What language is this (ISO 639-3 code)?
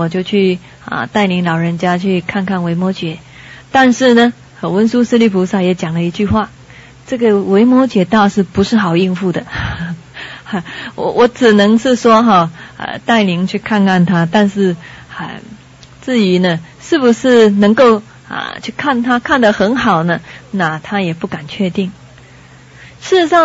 zho